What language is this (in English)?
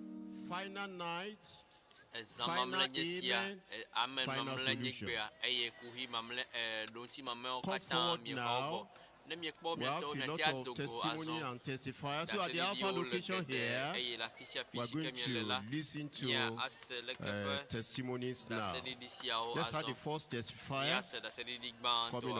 Ewe